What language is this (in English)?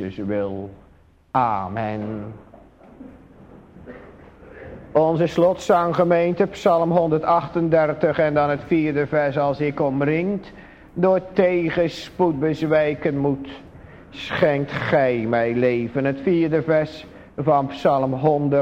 Dutch